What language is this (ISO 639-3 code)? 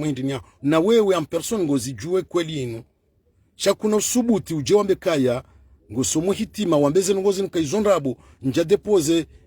zdj